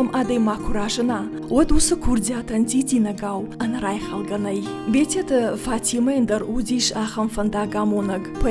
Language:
Ossetic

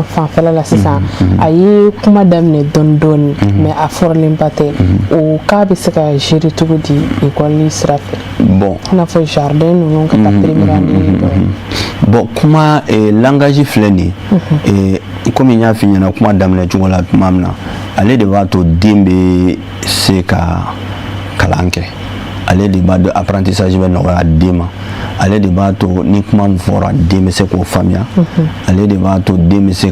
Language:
Bambara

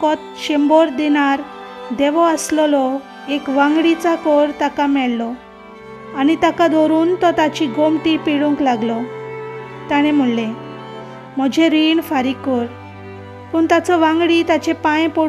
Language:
Konkani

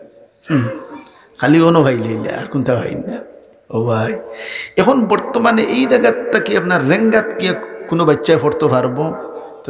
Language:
Sylheti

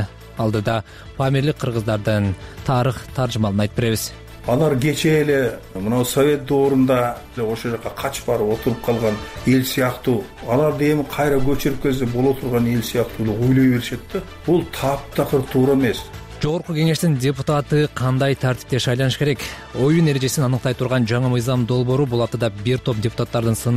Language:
Kyrgyz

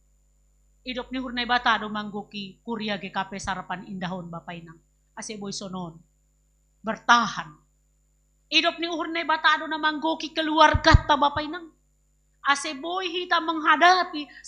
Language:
Batak Simalungun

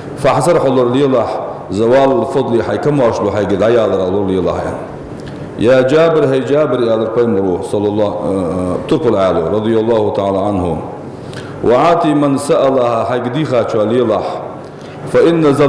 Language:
Ingush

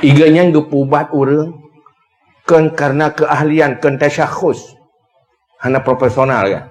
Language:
Achinese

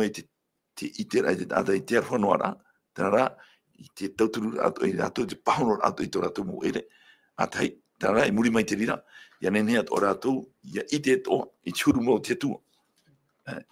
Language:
Tahitian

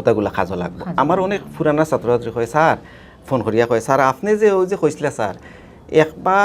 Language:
Sylheti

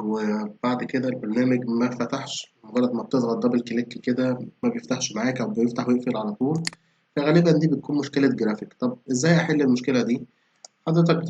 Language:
Egyptian Arabic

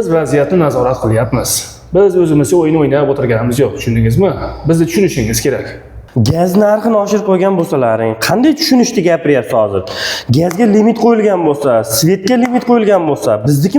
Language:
Uzbek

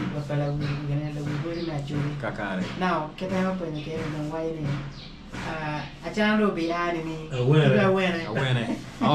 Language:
Acoli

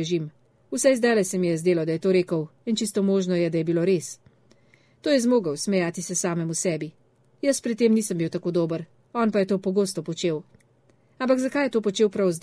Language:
Slovenian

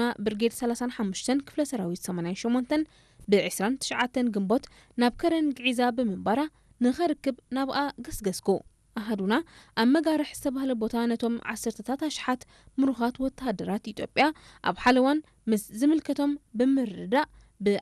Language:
Tigrinya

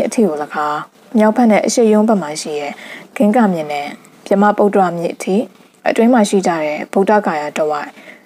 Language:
Burmese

